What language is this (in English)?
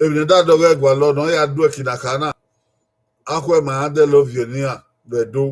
Bini